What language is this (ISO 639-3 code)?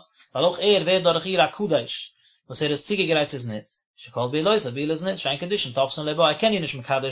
yid